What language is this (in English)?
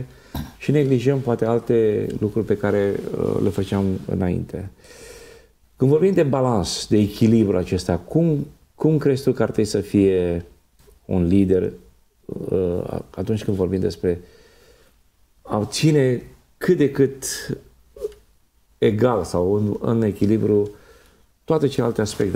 Romanian